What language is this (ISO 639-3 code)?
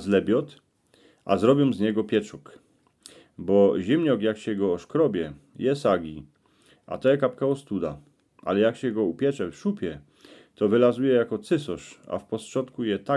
szl